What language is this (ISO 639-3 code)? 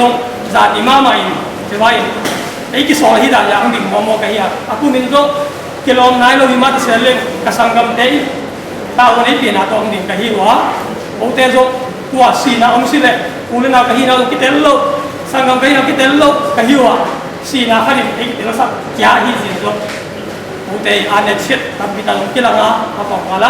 ctd